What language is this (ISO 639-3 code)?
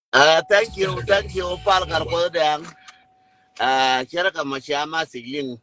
nus